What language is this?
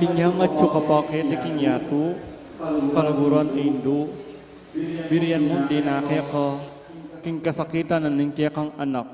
Pampanga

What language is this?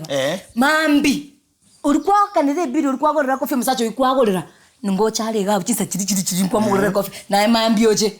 Gusii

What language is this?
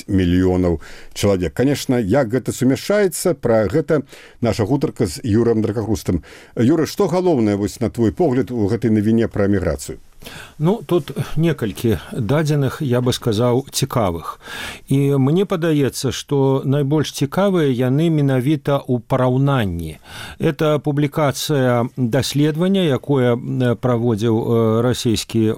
Belarusian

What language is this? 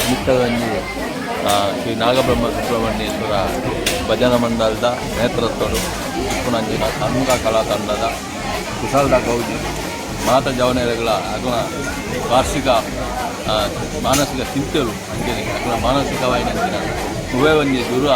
Tulu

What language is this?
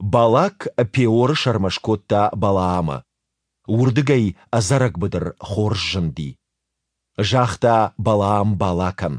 Ossetic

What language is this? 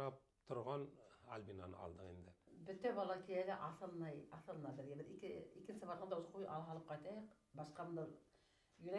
Bashkir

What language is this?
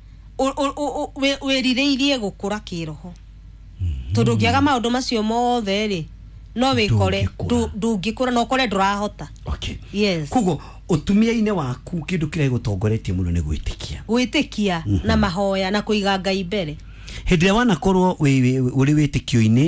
Kikuyu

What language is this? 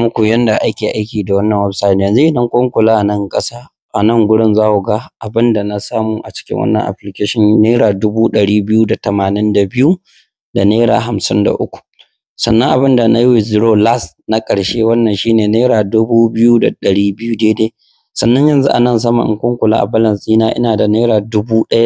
Hausa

